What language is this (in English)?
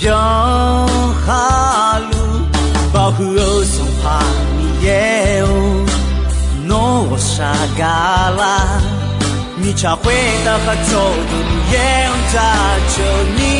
Akha